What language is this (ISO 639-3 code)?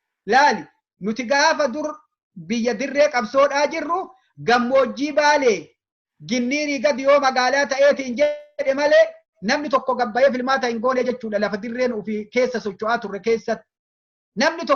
orm